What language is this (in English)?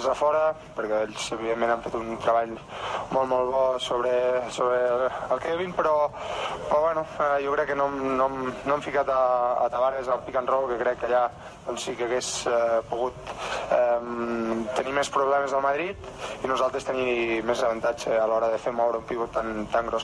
Catalan